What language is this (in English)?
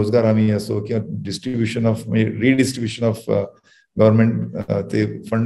Marathi